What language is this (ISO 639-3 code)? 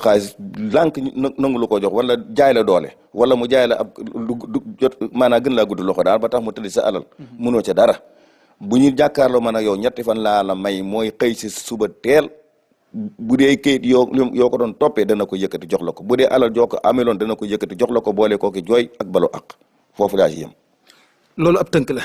wol